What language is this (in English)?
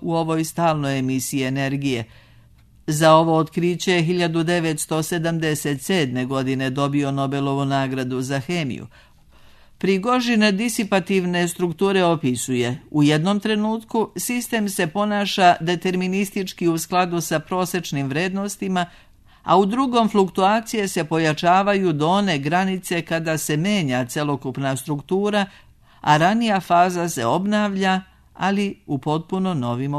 Serbian